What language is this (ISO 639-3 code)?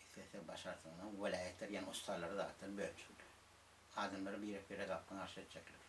tuk